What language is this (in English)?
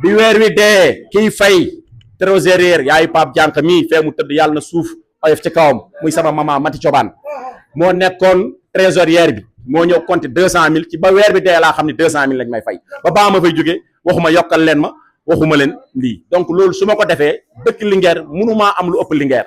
Wolof